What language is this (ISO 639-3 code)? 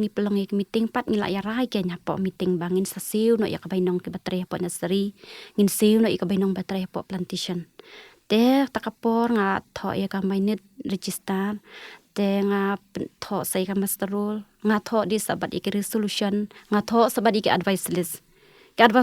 kha